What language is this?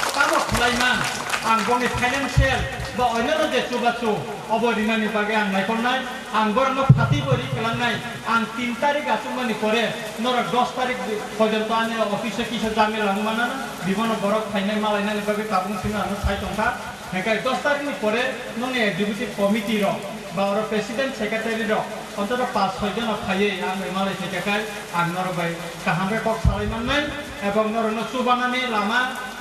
Kok Borok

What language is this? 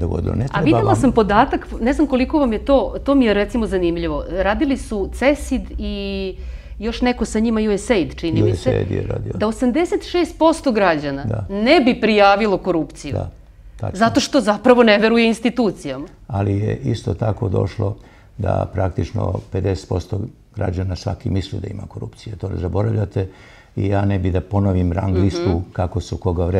Serbian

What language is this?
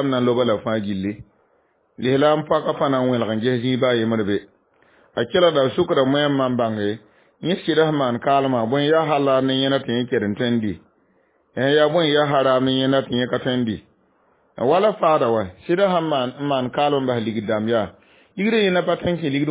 Mossi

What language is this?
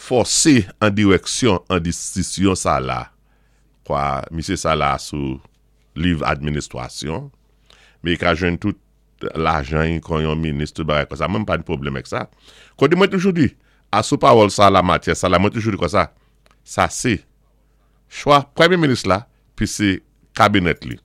Saint Lucian Creole French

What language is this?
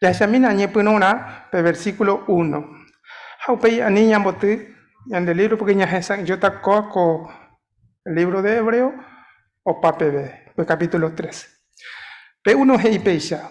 Guarani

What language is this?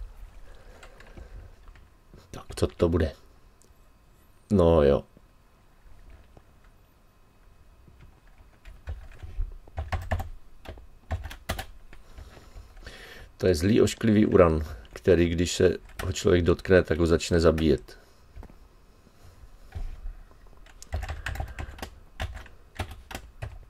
Czech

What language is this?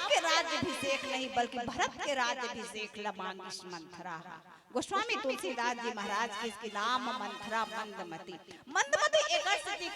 Chhattisgarhi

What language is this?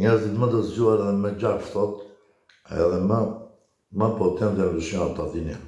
Albanian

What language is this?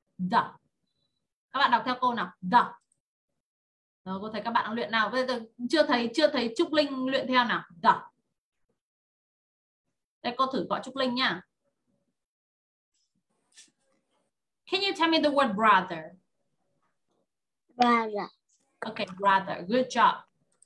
Vietnamese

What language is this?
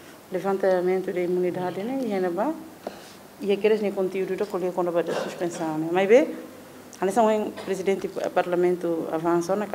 Tetum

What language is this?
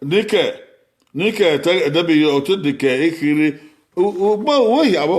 Bini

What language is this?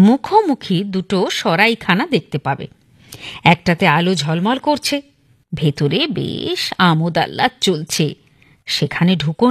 Bangla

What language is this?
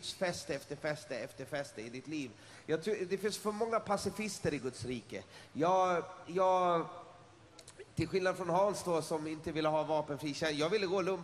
Swedish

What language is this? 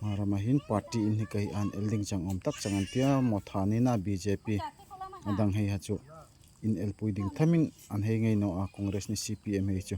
Darlong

